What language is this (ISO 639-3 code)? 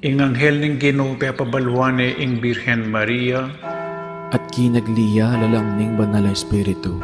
pam